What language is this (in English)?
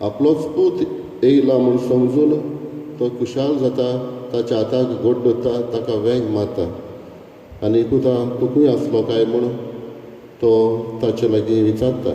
Konkani